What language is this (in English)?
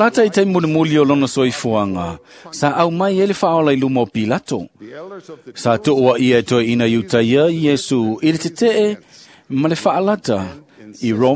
Samoan